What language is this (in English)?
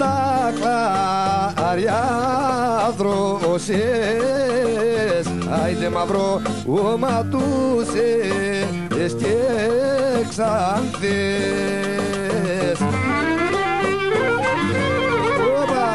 Greek